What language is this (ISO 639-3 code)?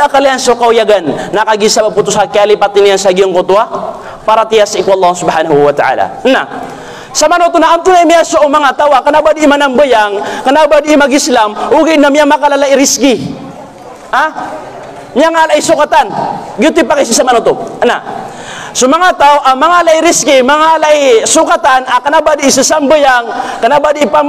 mrw